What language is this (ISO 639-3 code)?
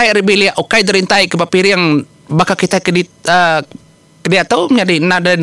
iba